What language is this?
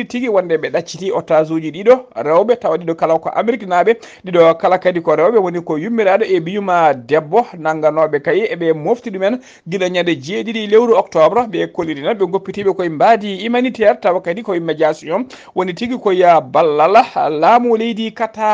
Fula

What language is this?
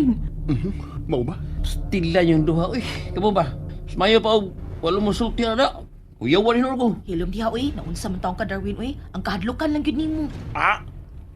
Cebuano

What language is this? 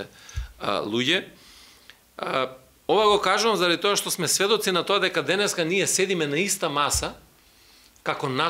Macedonian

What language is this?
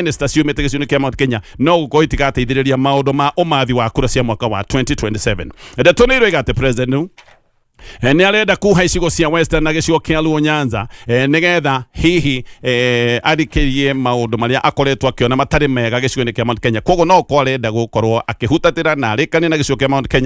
Kikuyu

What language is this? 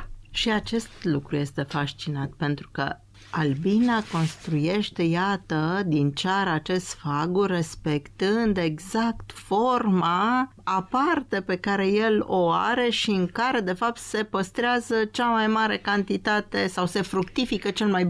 Romanian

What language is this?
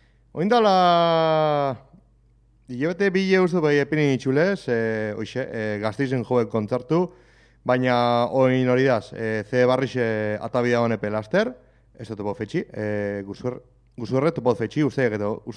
Basque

